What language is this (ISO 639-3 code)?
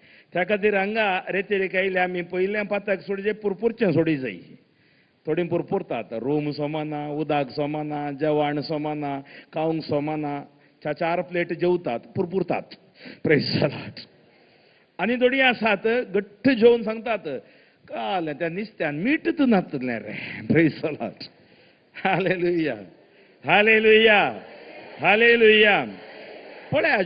kok